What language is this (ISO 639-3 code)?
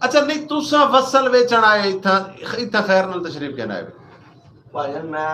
skr